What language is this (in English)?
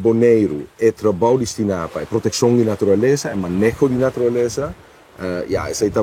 Papiamento